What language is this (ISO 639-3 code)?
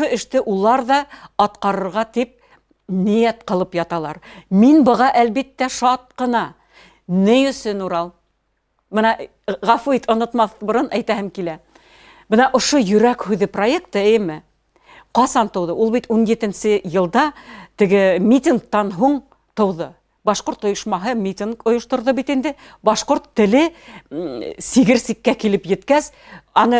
bak